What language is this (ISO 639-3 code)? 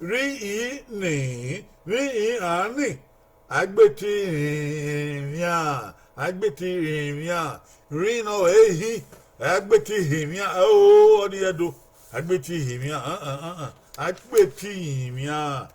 bin